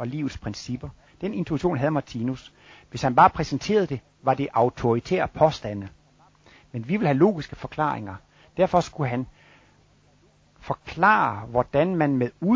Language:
Danish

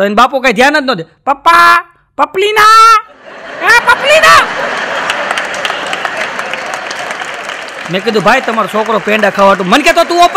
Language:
Gujarati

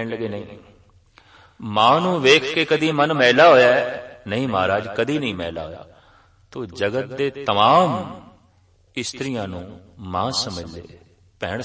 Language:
Punjabi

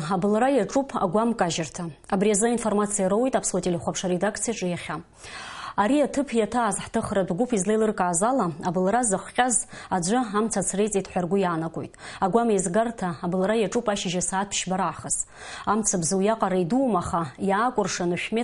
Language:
Abkhazian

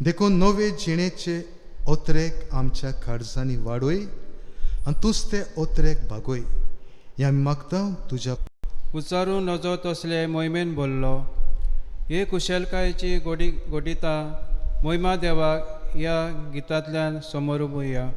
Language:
Konkani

